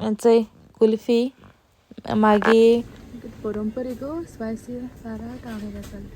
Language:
Konkani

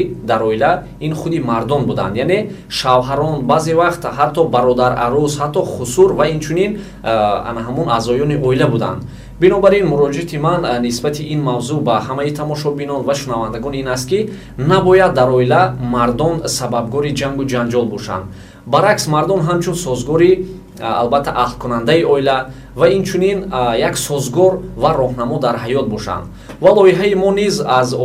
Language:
Tajik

